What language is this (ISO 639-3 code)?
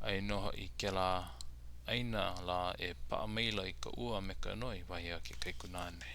haw